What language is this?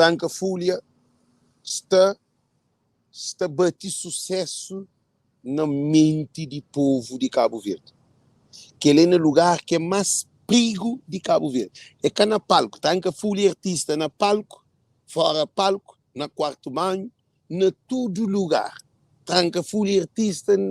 Kabuverdianu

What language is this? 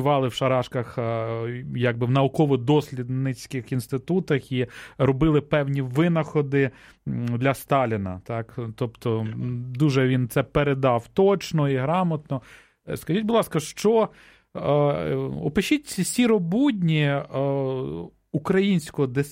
Ukrainian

